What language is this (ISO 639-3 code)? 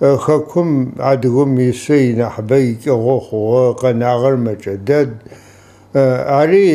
ady